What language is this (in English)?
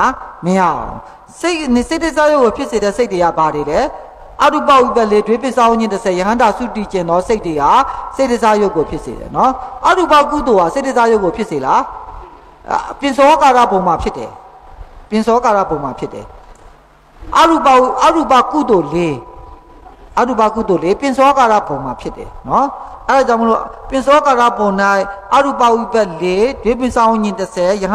Burmese